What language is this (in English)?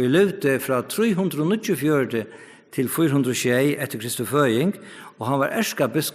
Faroese